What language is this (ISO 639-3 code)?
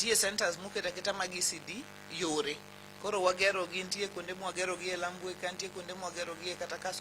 luo